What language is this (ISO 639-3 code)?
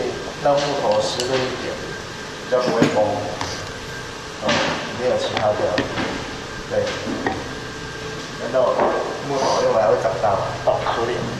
zho